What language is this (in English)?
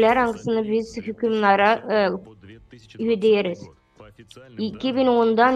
Gagauz